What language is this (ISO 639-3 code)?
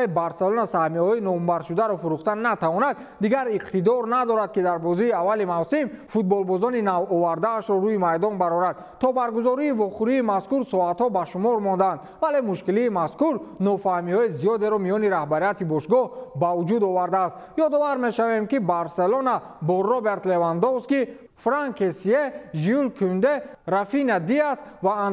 tgk